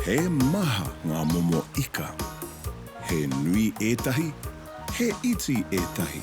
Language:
Māori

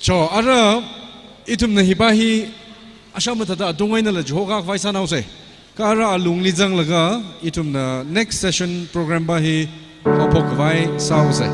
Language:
Tangkhul Naga (India)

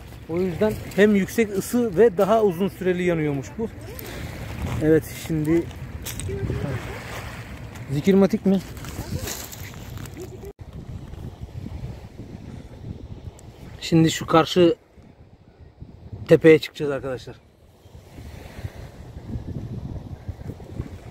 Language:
Turkish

